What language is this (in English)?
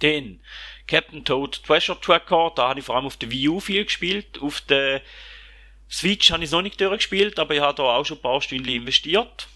Swiss German